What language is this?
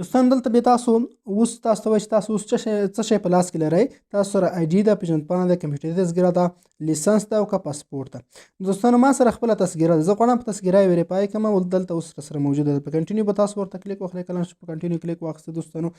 Pashto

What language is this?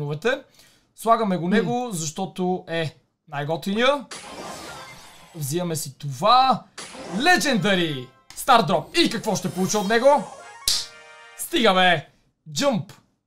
Bulgarian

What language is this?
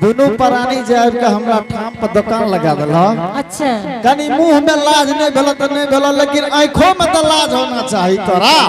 Angika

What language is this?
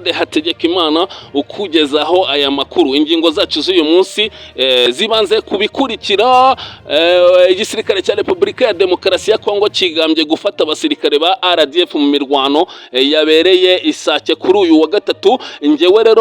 Kinyarwanda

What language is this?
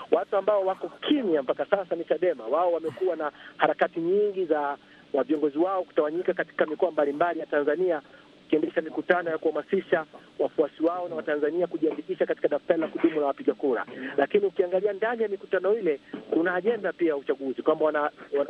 Swahili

